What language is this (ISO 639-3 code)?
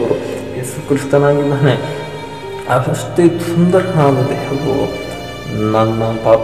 kan